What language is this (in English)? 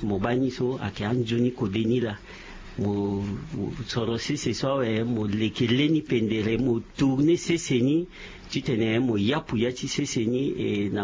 Sango